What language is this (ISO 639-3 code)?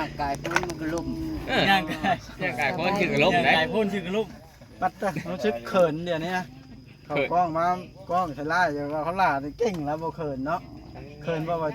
tts